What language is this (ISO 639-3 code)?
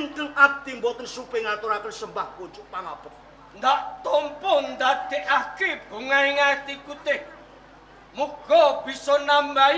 jav